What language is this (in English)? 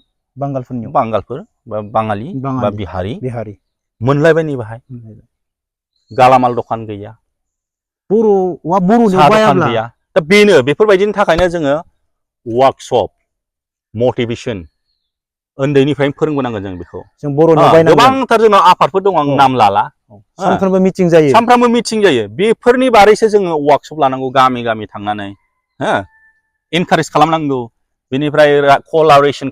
Bodo